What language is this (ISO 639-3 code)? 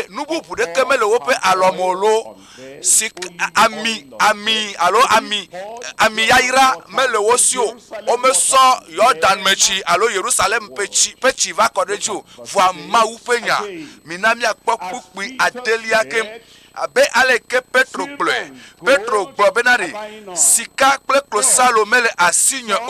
ewe